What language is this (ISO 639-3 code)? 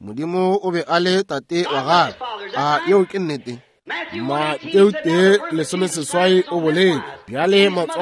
nso